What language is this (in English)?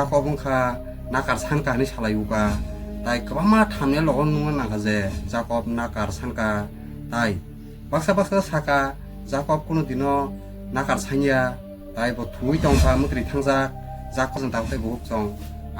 Kok Borok